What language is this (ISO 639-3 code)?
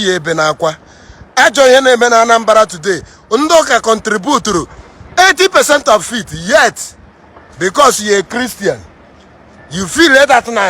ibo